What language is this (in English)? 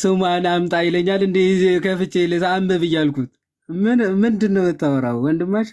Amharic